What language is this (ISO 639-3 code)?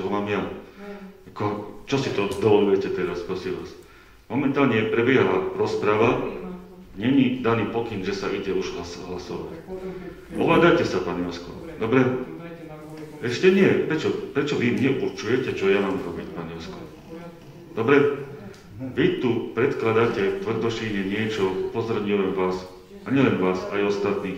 slk